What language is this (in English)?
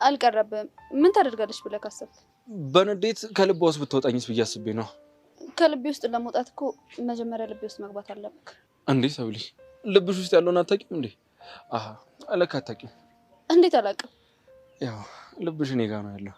Amharic